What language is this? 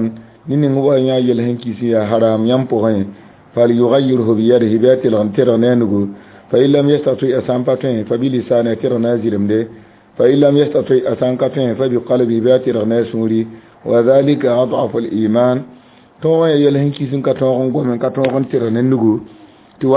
Mossi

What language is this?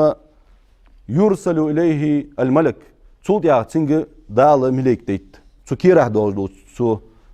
Ingush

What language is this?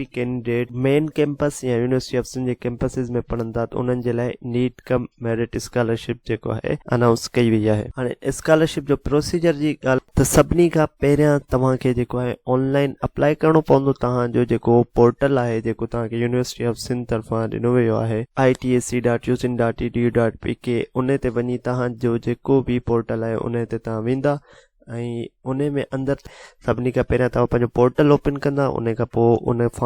Sindhi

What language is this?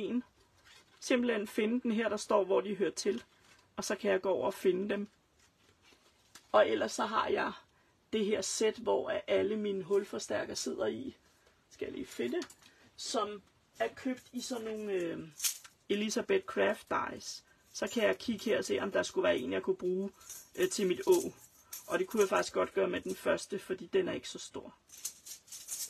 Danish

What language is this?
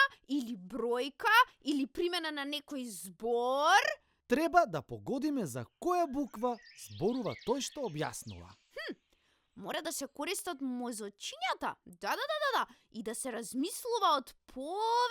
Macedonian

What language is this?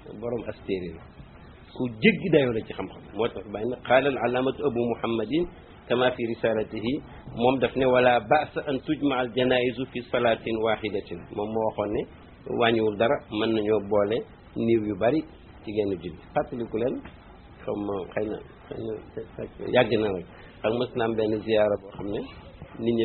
Wolof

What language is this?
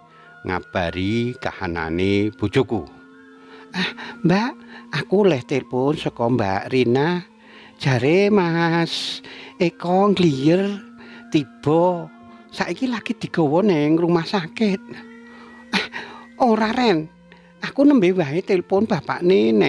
Javanese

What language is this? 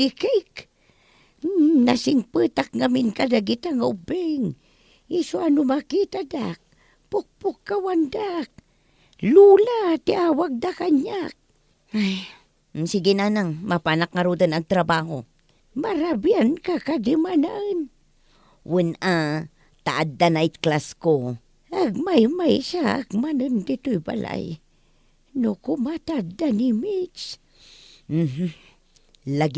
Iloko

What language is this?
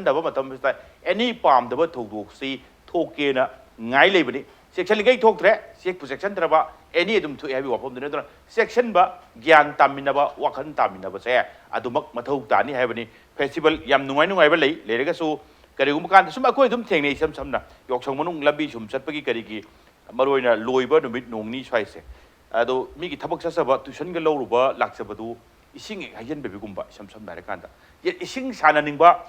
Manipuri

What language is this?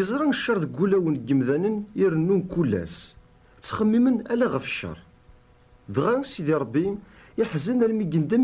Kabyle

